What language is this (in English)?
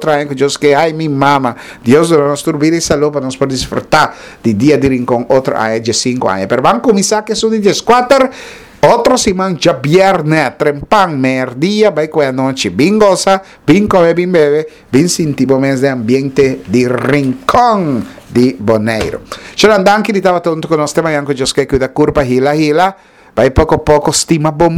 Papiamento